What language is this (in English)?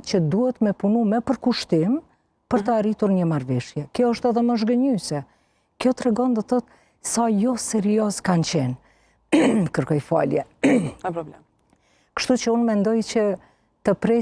Albanian